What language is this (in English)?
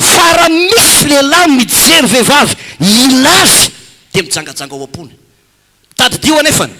Malagasy